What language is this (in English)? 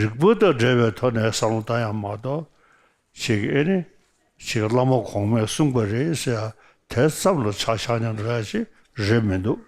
Tibetan